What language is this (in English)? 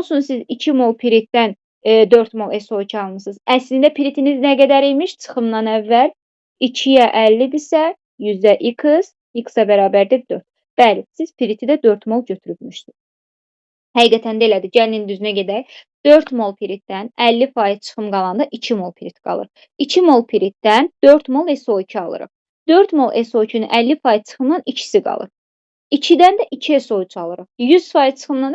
Azerbaijani